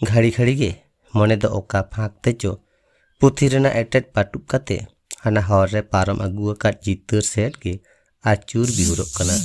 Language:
Santali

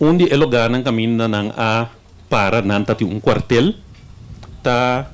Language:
Papiamento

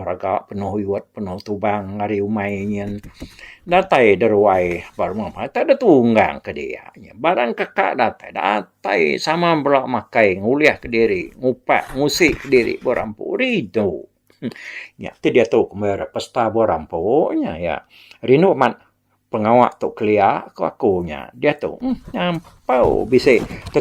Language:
Iban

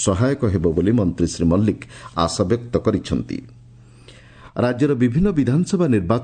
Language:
Odia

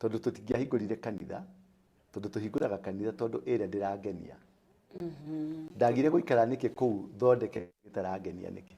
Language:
Kikuyu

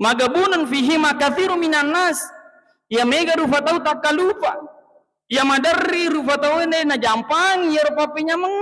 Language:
Buginese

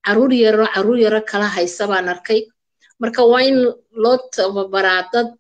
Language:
Somali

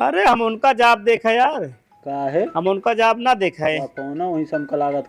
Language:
Awadhi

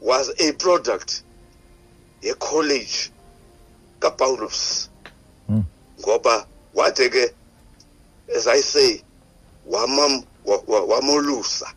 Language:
Xhosa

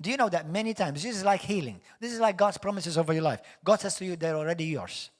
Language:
English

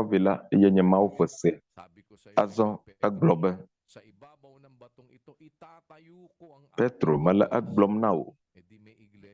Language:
Ewe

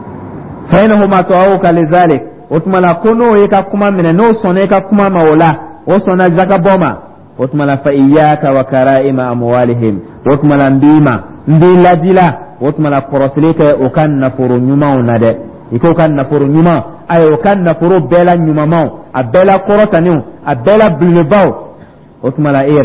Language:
Dyula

